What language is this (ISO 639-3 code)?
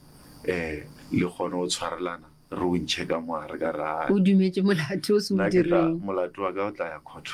nso